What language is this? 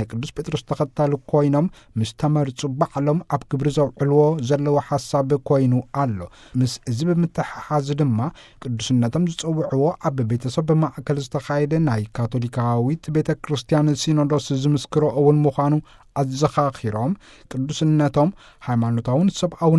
Tigrinya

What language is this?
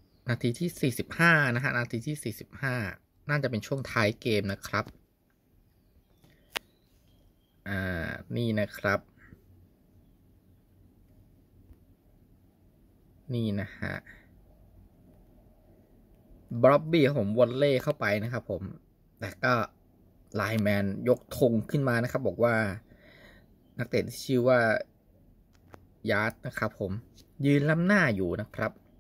Thai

